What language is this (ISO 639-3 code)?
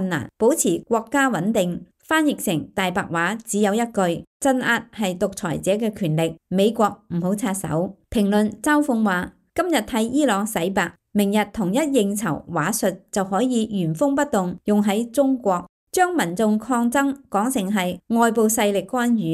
yue